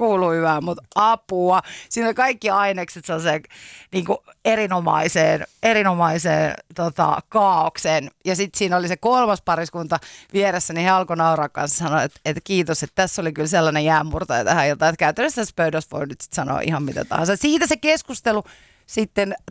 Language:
Finnish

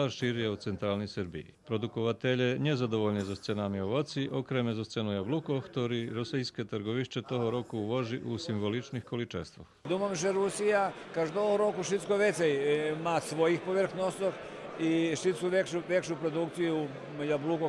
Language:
Rusyn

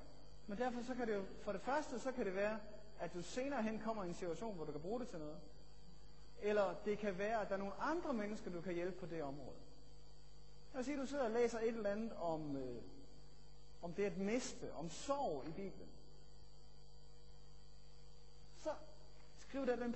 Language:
Danish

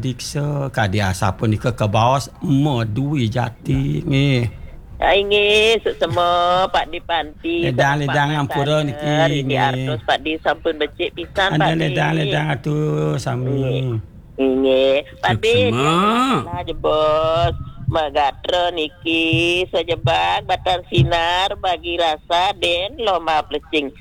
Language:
Balinese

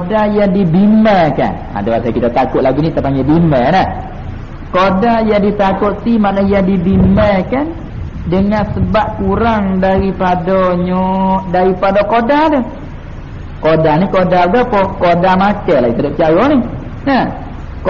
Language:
Malay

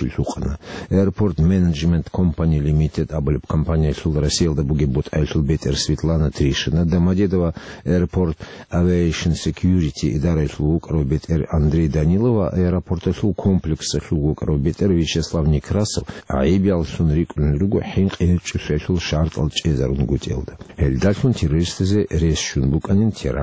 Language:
Avaric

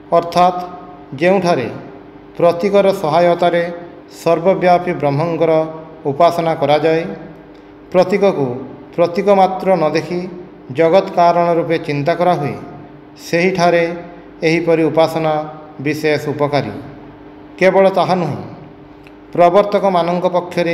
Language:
Odia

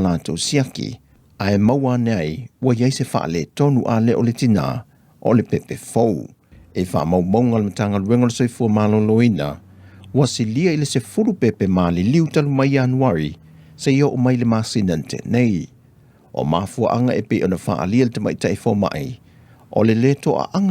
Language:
Samoan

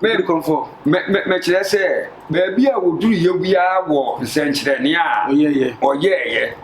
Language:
Akan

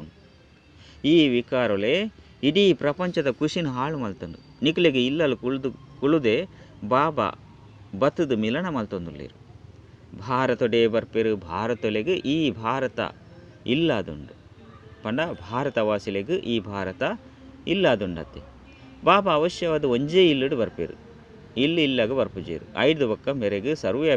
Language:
Tulu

